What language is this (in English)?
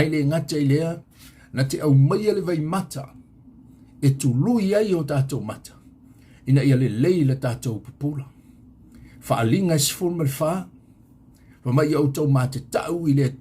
Samoan